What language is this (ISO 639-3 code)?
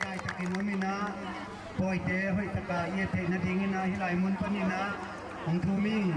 ctd